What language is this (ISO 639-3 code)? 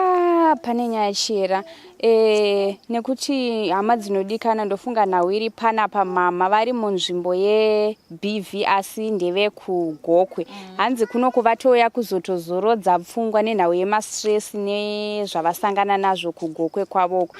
sna